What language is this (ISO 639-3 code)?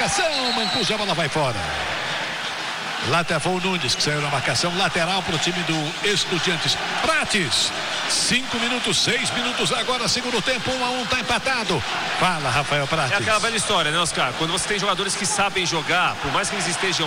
por